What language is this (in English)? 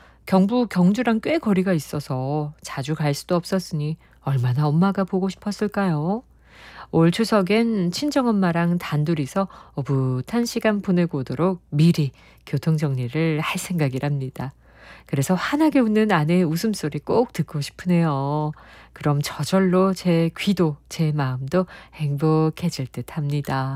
Korean